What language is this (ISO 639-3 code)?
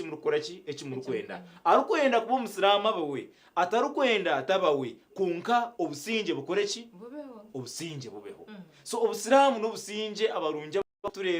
nyn